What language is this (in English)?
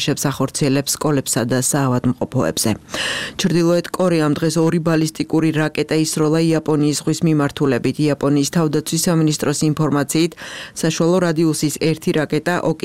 Georgian